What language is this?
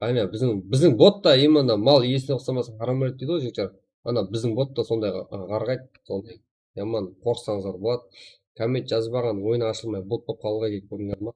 Kara-Kalpak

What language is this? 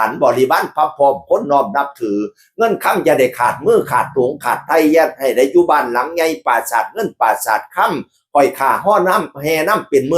Northeastern Thai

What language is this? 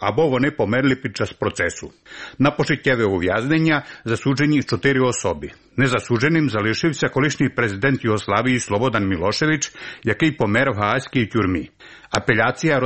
Ukrainian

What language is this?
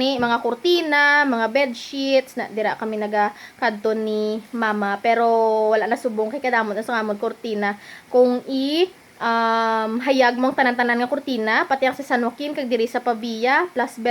Hiligaynon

